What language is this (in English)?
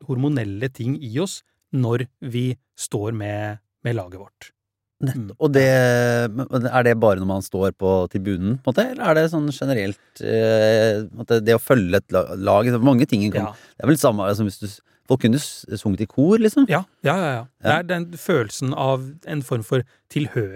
Norwegian